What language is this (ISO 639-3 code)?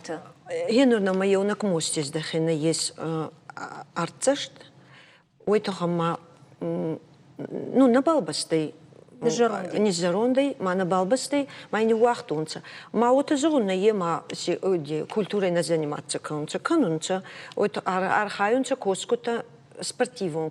oss